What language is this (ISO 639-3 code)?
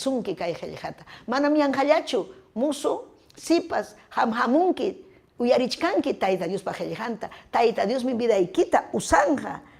quy